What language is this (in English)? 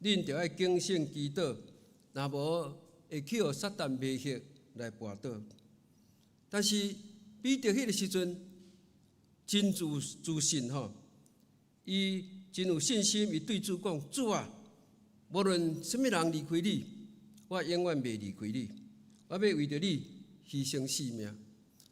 Min Nan Chinese